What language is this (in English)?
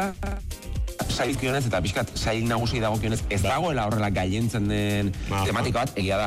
Basque